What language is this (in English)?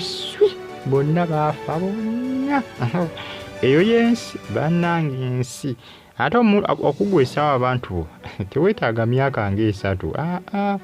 Ganda